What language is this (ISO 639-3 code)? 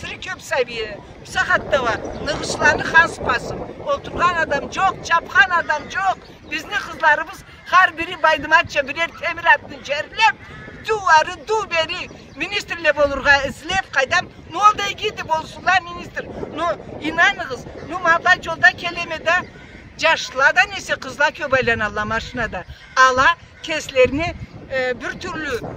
krc